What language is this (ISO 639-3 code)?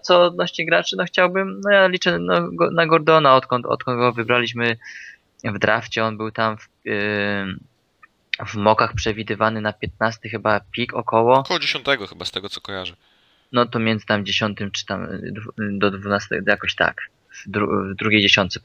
pol